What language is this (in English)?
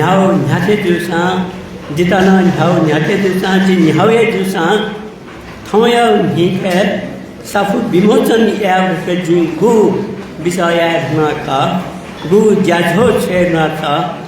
Newari